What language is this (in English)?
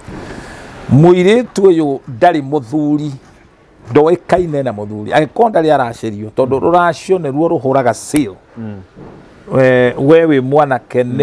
Kikuyu